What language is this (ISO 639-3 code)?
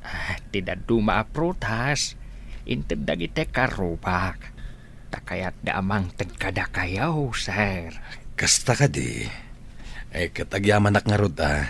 ilo